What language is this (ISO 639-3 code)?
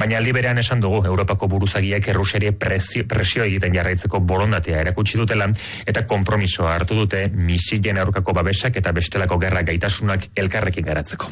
eus